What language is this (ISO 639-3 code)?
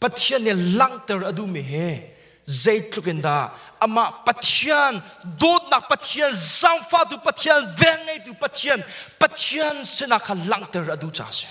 cnh